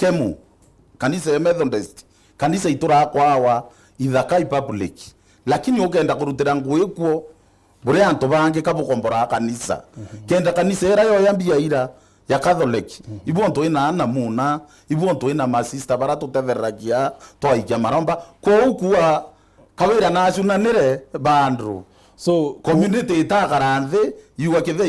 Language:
Meru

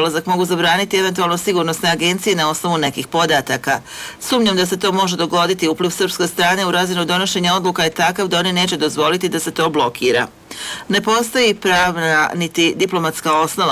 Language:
Bosnian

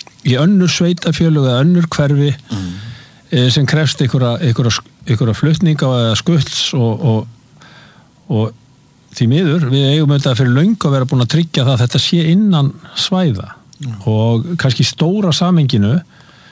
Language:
Icelandic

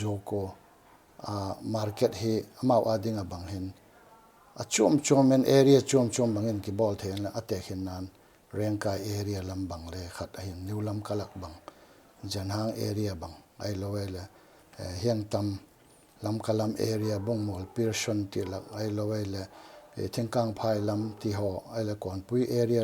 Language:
Paite Chin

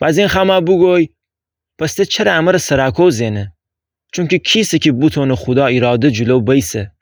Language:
Gilaki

